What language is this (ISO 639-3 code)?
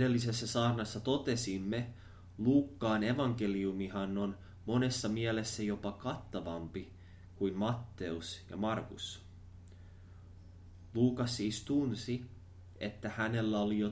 fin